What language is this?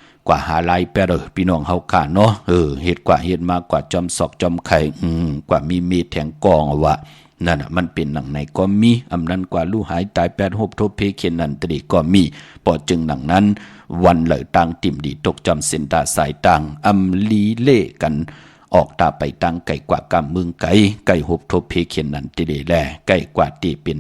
Shan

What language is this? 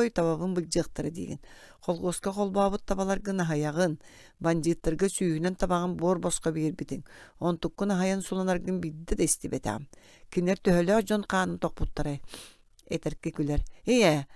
Yakut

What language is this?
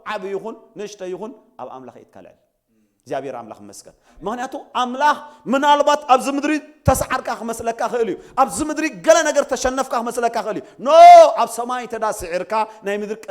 Tigrinya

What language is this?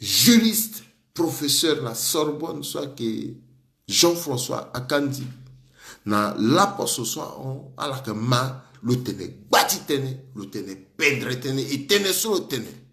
Sango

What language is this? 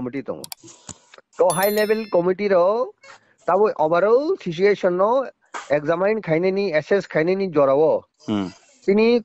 Kok Borok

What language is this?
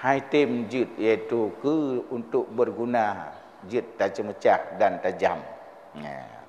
Achinese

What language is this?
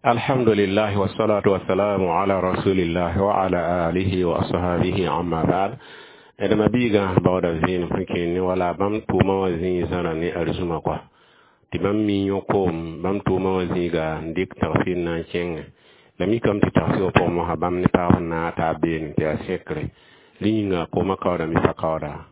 Mossi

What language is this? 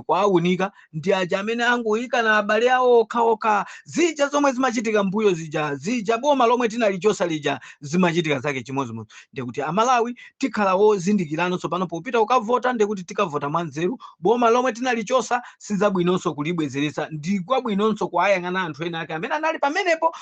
Nyanja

